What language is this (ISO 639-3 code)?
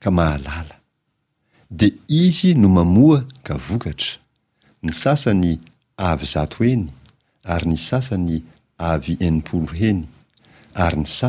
mlg